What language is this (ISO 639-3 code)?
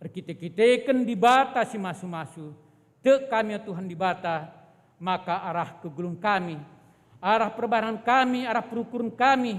btx